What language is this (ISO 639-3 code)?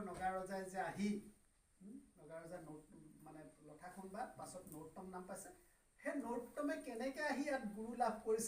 asm